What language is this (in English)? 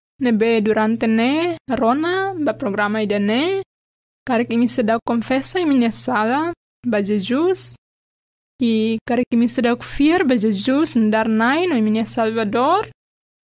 Tetum